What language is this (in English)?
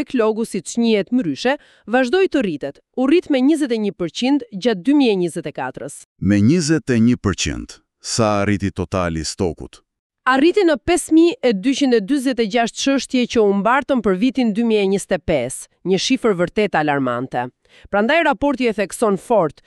Albanian